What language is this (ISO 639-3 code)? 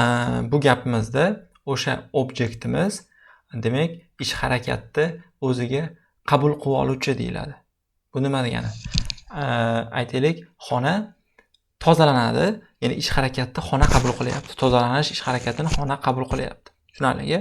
uzb